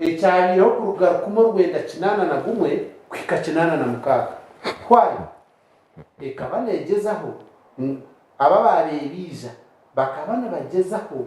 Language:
Nyankole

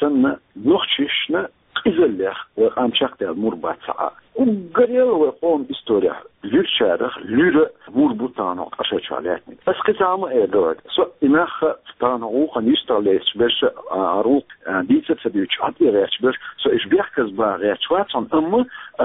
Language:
Chechen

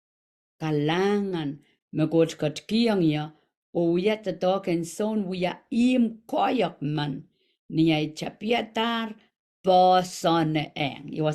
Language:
Pohnpeian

